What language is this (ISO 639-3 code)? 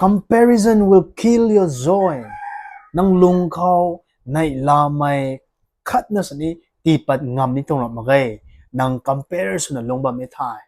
nbu